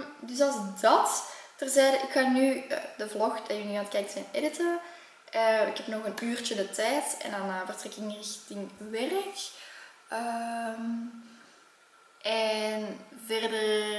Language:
Dutch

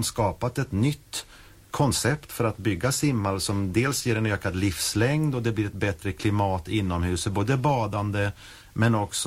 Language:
Swedish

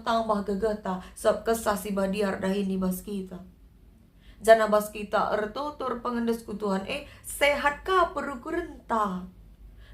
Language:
Batak Karo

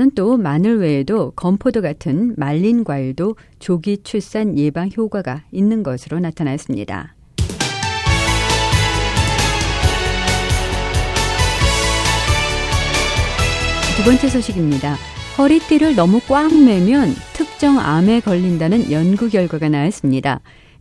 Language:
Korean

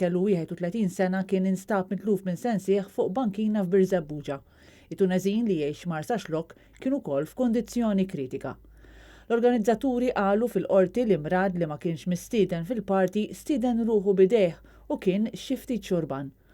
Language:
Maltese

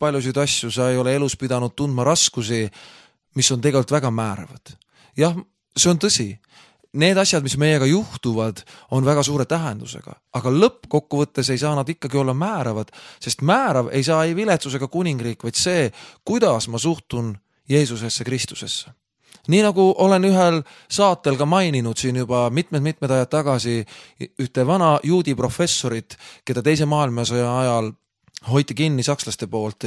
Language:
Estonian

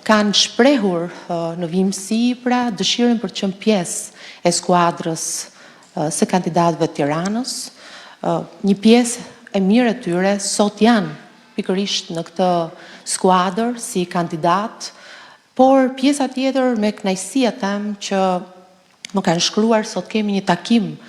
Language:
Albanian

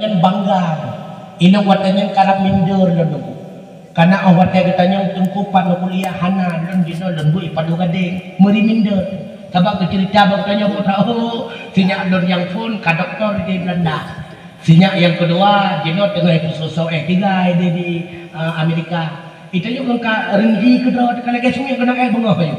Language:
Achinese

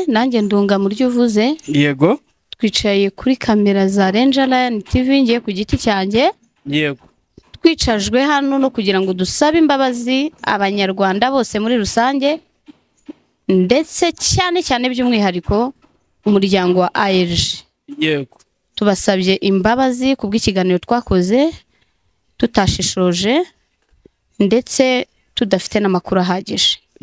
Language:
Kinyarwanda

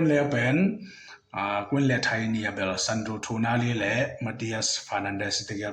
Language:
Tedim Chin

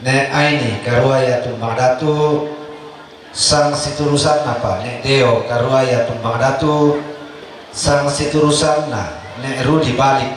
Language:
Toraja-Sa'dan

